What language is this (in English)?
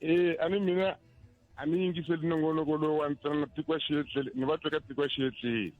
Tsonga